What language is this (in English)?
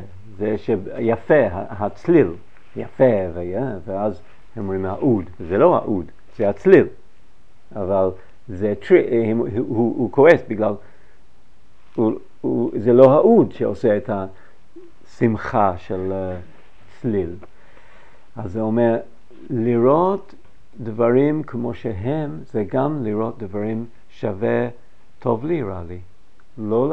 Hebrew